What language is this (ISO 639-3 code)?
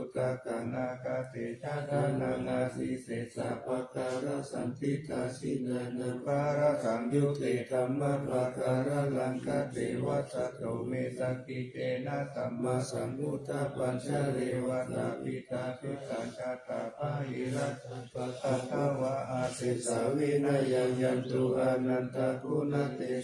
pli